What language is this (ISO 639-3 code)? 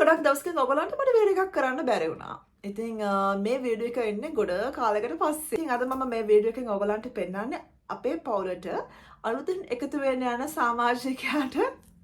sin